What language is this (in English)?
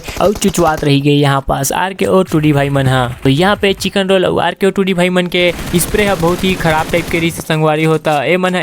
Chhattisgarhi